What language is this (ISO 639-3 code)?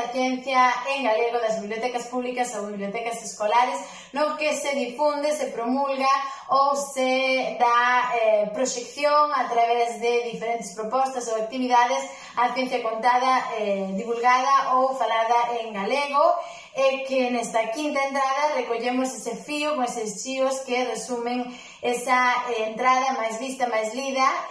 glg